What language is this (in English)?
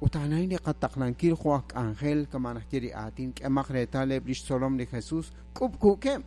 Kekchí